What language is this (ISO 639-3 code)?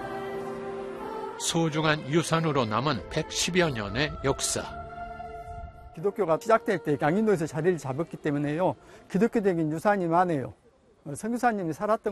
kor